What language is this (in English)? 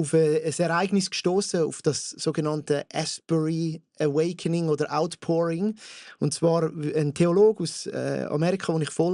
Swiss German